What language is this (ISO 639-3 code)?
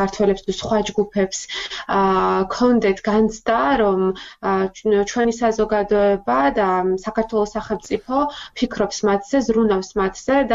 kat